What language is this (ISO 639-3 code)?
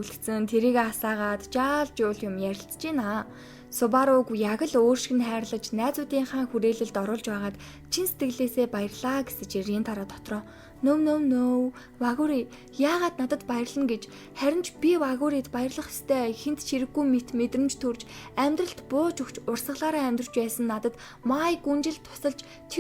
mon